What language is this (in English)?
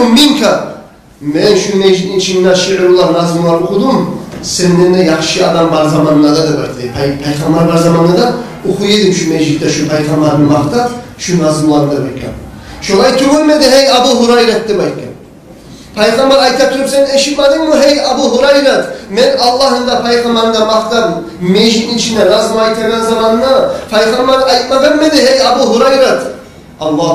Kumyk